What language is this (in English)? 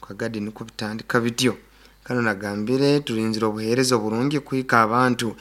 Nyoro